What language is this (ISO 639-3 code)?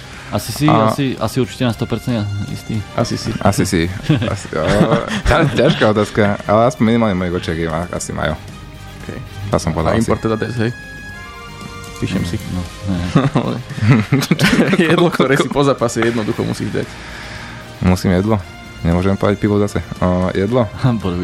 slk